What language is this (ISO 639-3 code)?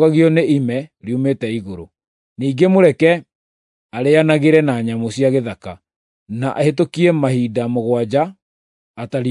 kik